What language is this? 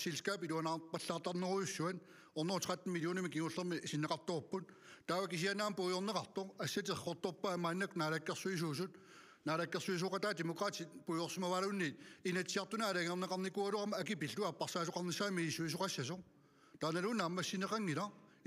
Kalaallisut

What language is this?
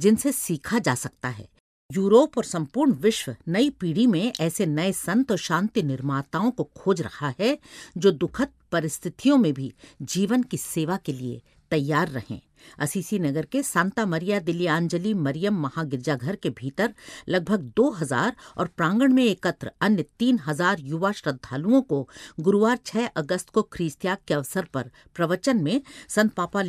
Hindi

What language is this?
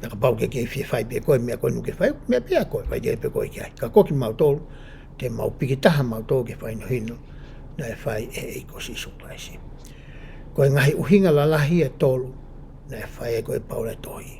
Tongan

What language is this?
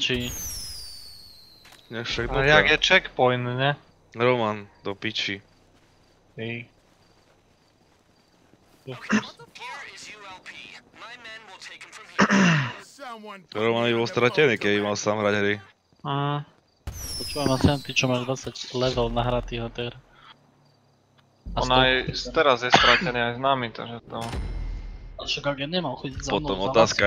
Slovak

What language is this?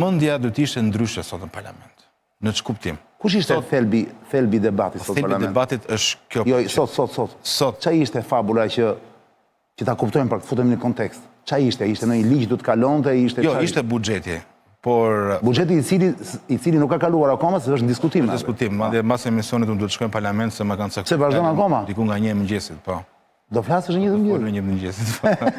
Albanian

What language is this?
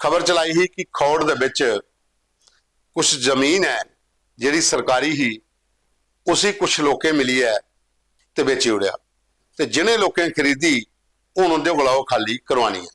Dogri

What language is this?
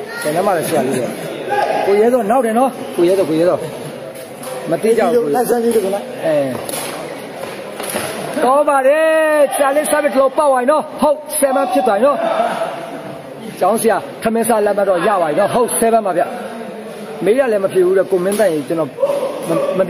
Burmese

